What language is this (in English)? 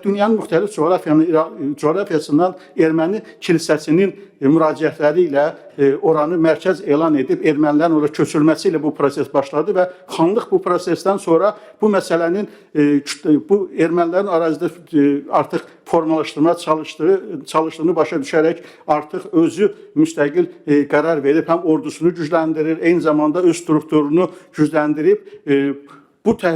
Azerbaijani